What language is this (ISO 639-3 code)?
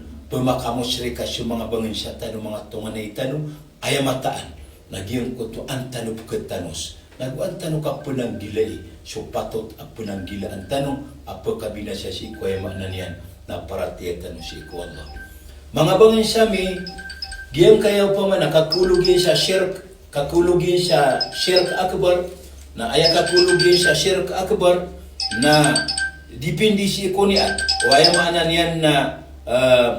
mrw